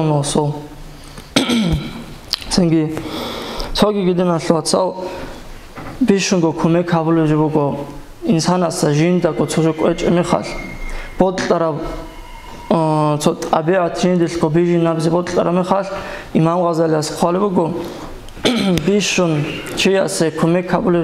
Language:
Avaric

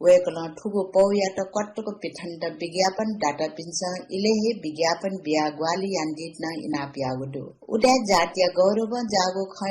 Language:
Newari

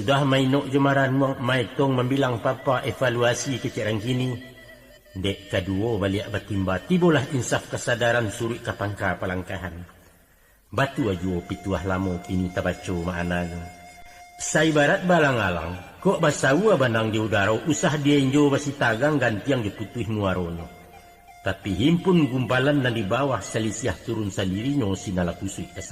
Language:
Minangkabau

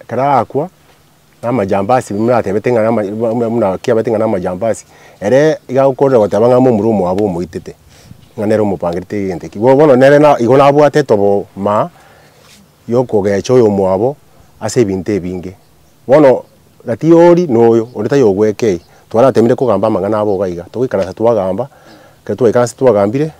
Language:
Gusii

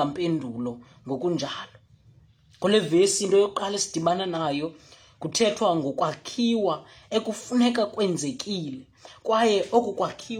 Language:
Xhosa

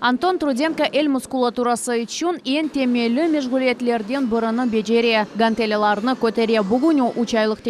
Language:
Crimean Tatar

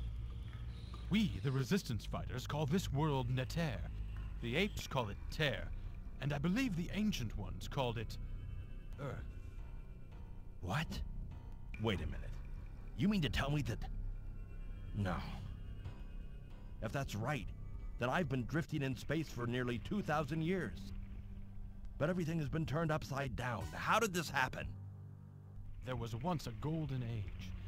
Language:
English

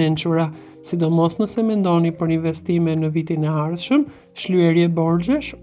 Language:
Albanian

